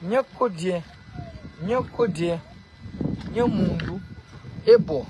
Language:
Kabuverdianu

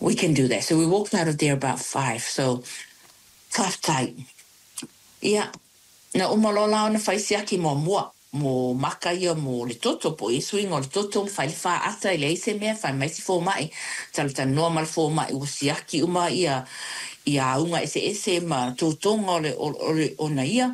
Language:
Samoan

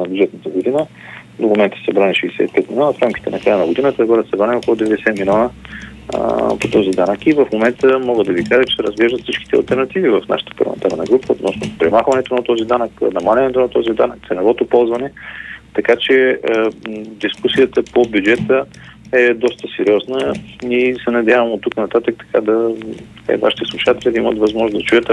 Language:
Bulgarian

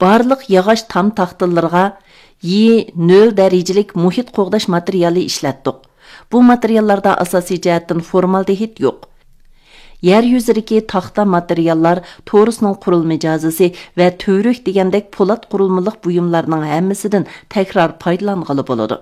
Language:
Uyghur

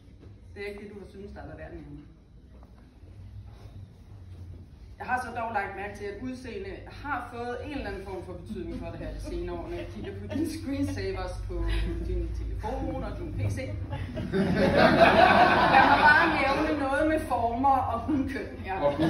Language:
Danish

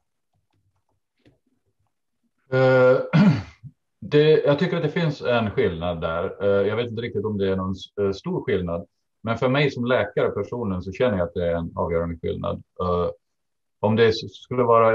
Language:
Swedish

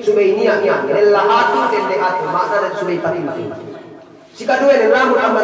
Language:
Yakan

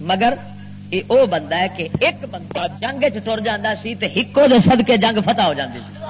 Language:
Western Panjabi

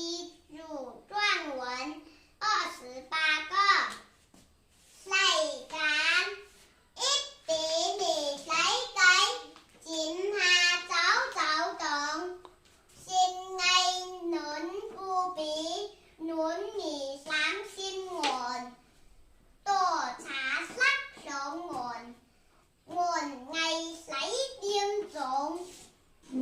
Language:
Zhuang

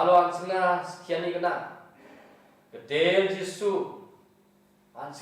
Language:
Garo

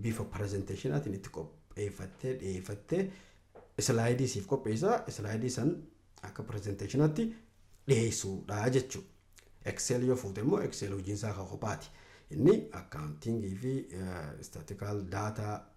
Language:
Oromo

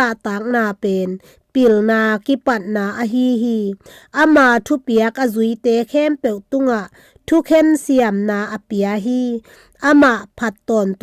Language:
Tedim Chin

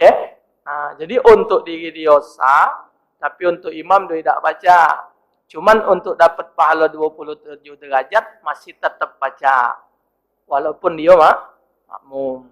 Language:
Musi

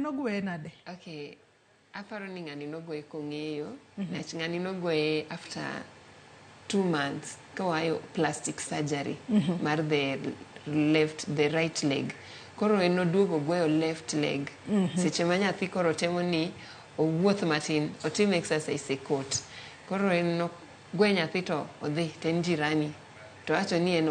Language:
Luo (Kenya and Tanzania)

